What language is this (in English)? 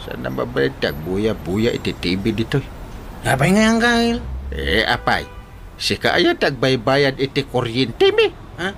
Iloko